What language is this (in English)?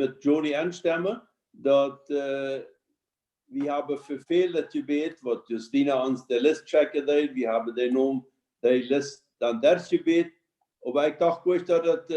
Plautdietsch